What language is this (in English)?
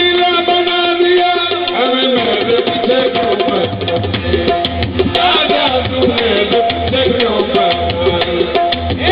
Urdu